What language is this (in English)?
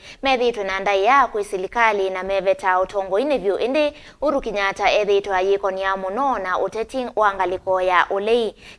Kamba